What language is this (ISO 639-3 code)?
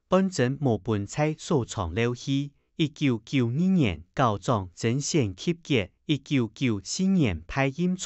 hak